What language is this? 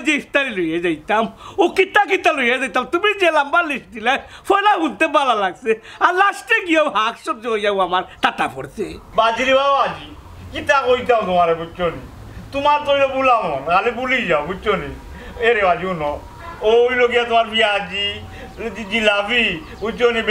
Sylheti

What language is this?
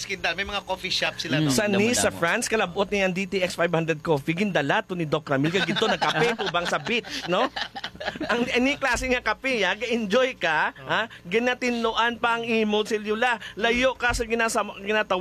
Hiligaynon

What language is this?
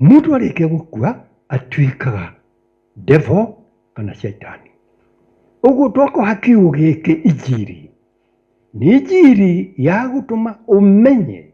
Kikuyu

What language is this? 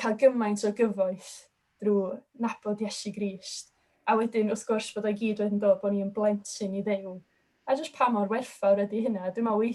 Welsh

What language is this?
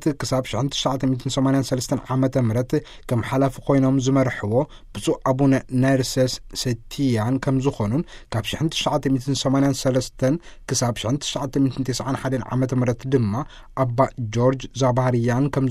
Tigrinya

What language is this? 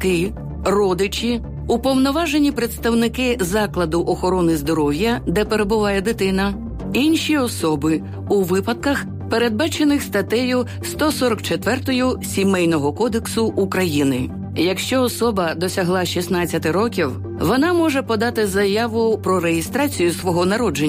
Ukrainian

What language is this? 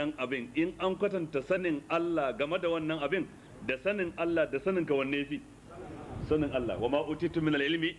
Hausa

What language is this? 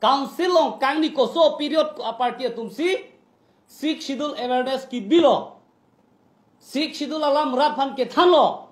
Karbi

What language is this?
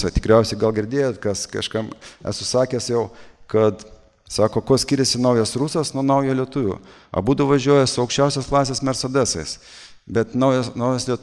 Lithuanian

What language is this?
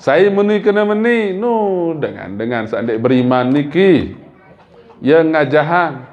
Sasak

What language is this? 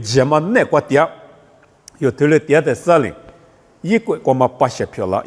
Lisu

